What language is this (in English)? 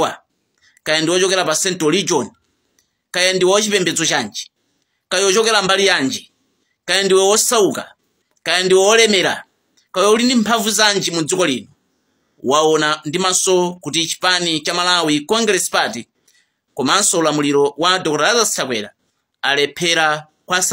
Nyanja